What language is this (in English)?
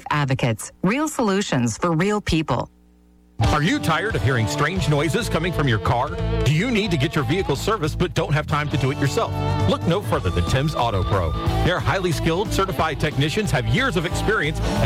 English